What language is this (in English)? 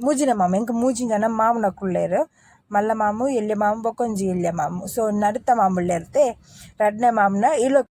Tulu